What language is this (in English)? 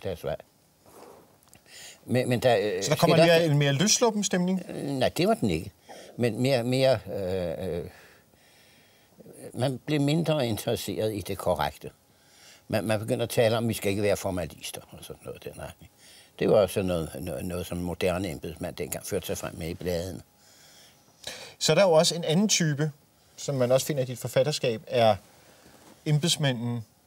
Danish